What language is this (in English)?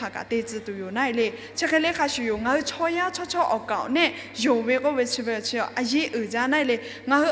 Lahu